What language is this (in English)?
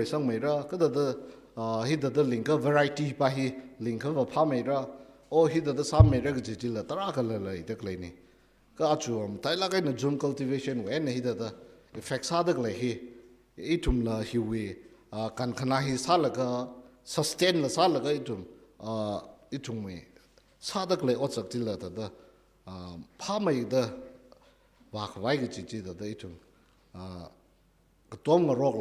Tangkhul Naga (India)